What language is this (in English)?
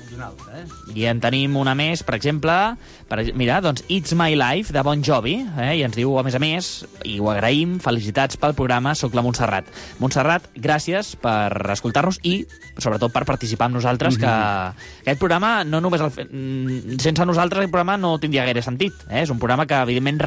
Catalan